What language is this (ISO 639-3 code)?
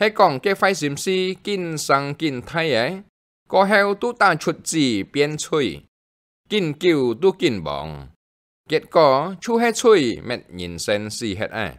hak